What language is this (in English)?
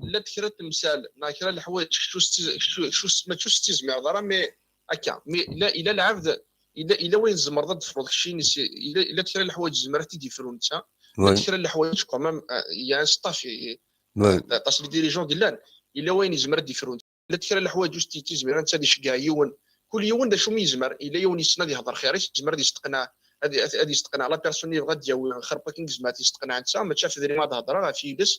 Kabyle